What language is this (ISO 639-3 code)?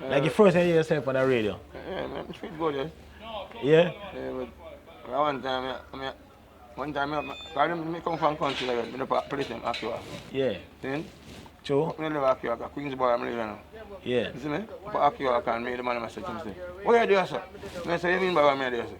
jam